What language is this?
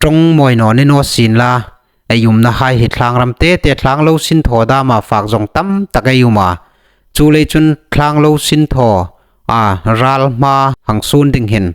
Hmar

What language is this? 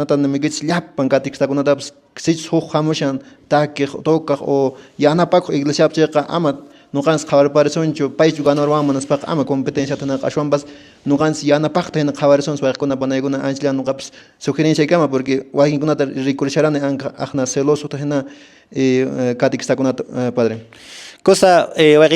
Quechua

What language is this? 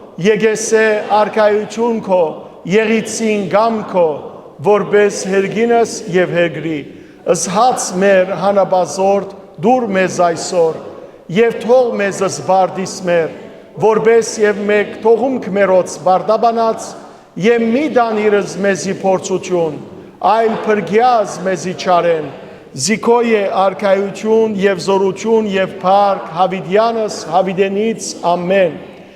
Western Armenian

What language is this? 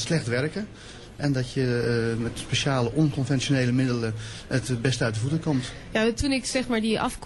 Dutch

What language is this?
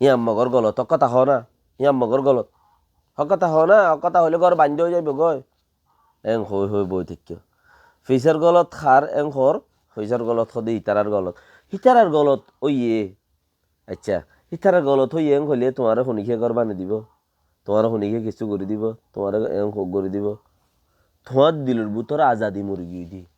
Rohingya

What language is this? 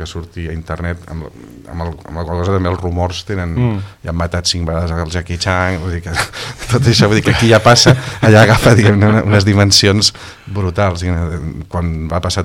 Catalan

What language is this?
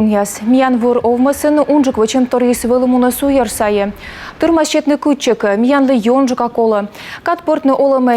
Komi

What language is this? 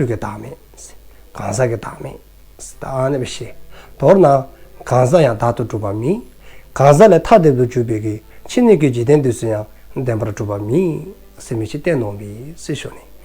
Dzongkha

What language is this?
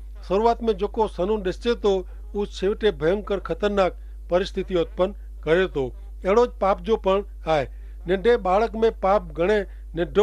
Kachhi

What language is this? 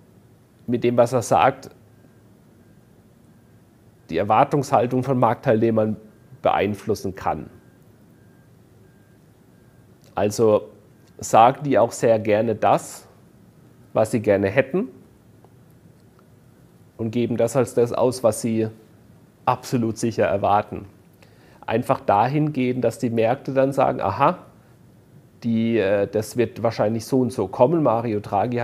German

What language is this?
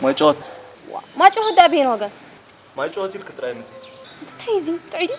Tigrinya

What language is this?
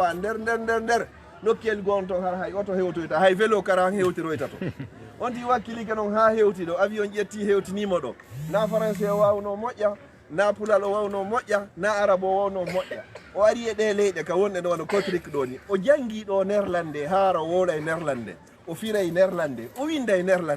Fula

